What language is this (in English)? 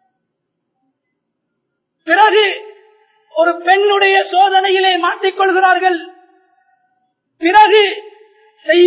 Tamil